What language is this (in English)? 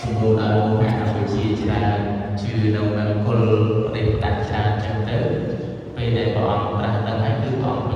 Khmer